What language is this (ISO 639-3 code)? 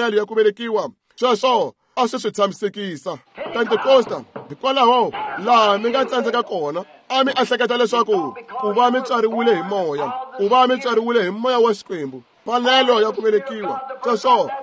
tso